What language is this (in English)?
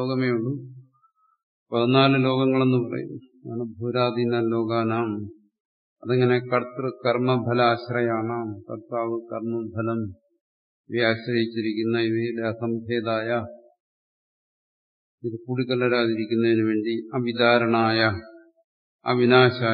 Malayalam